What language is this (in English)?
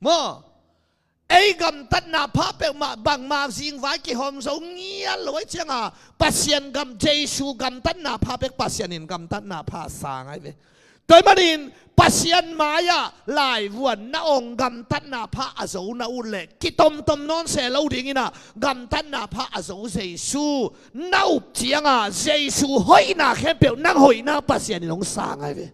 Tedim Chin